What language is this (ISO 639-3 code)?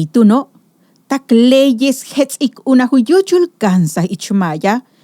yua